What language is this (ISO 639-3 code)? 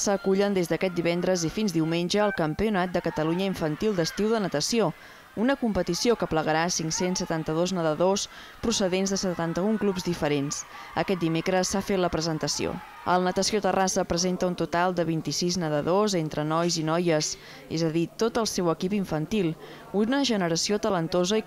cat